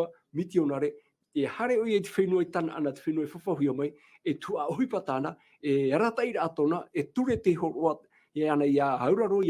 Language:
Tahitian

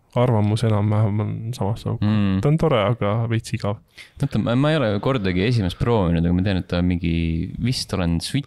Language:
Estonian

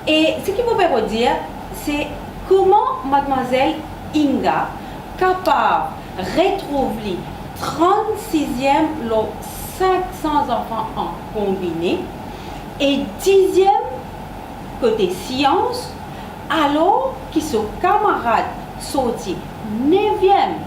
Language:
Morisyen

